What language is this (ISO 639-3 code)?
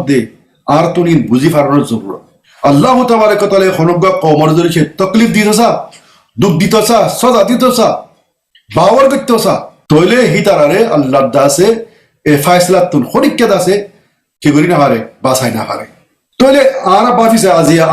rhg